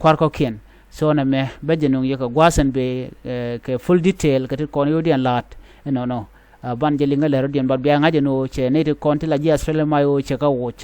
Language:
Nuer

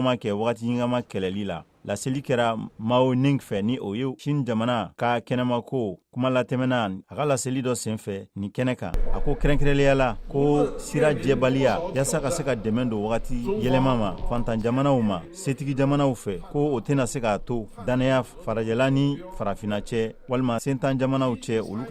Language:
Bambara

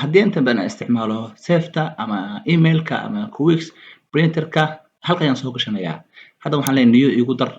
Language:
Somali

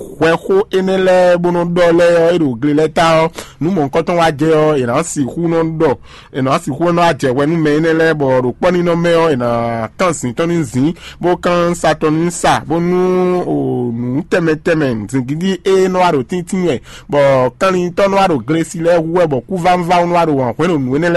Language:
Fon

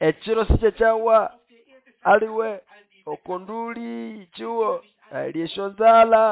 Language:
Nande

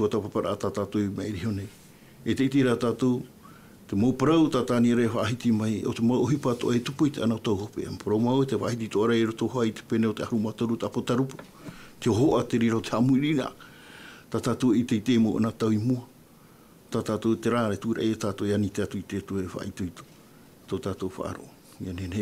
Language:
Tahitian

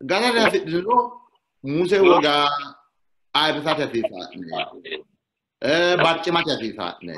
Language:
Sidamo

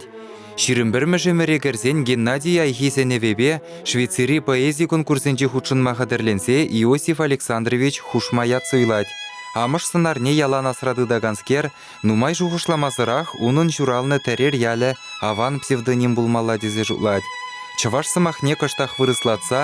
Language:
Chuvash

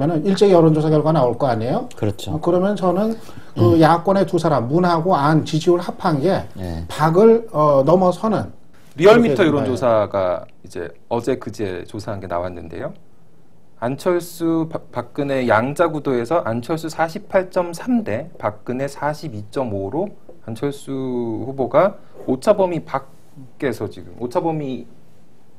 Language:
Korean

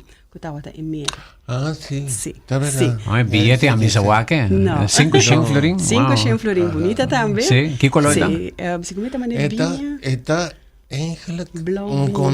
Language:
Papiamento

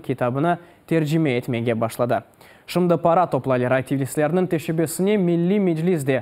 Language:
Crimean Tatar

